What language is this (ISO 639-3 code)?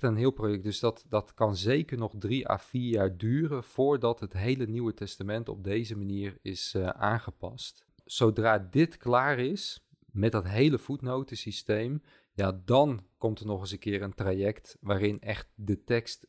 nld